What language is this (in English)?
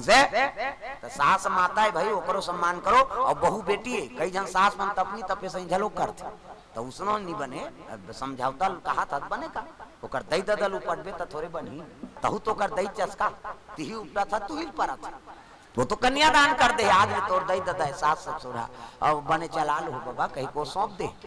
Chhattisgarhi